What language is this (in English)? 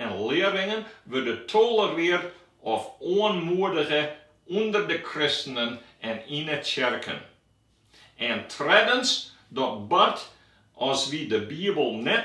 Western Frisian